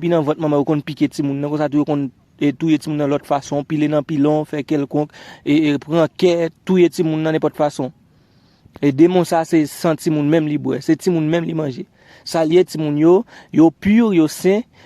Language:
Haitian Creole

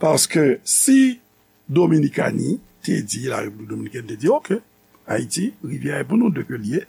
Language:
Haitian Creole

